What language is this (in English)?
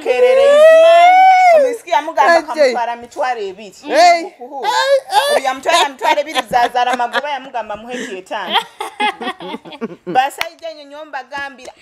Nyoro